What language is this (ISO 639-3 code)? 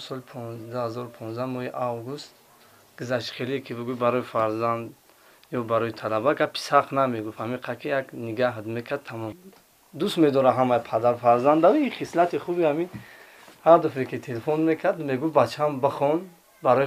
tgk